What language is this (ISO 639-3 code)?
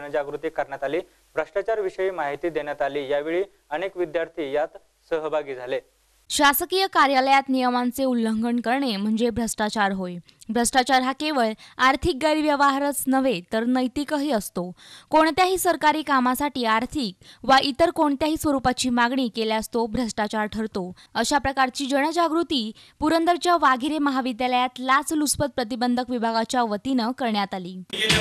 mar